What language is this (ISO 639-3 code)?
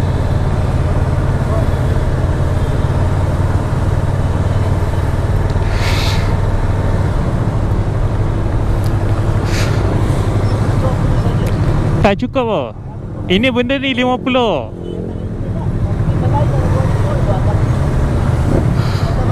msa